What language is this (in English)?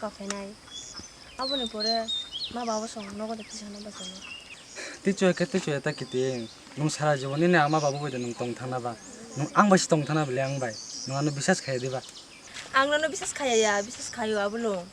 Kok Borok